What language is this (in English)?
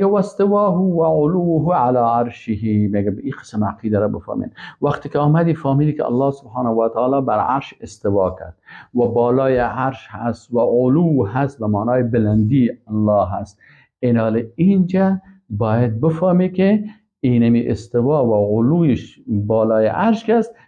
Persian